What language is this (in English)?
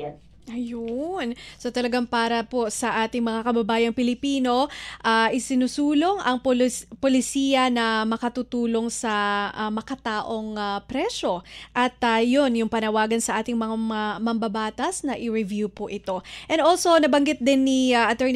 Filipino